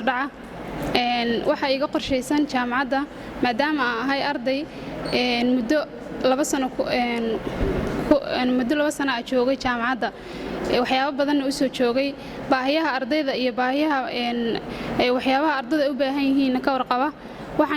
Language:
Somali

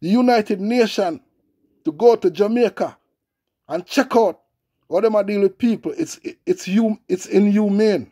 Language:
Jamaican Creole English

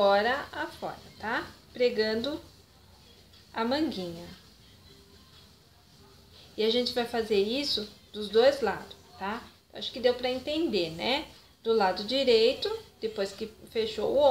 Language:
Portuguese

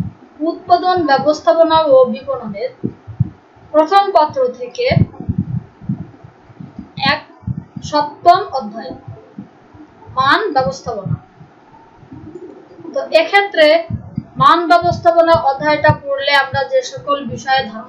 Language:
Bangla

